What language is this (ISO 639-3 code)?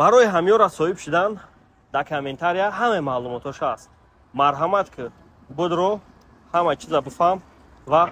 tgk